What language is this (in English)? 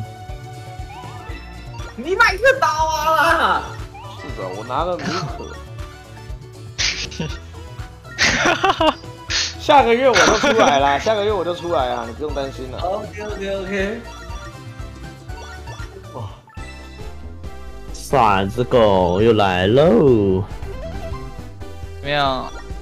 Chinese